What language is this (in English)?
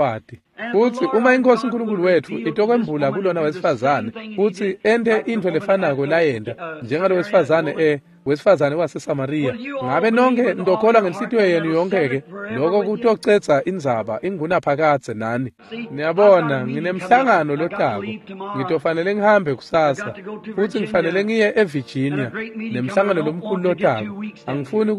Swati